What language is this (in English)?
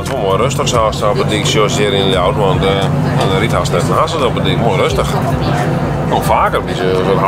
Western Frisian